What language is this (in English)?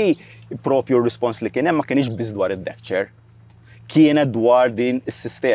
Maltese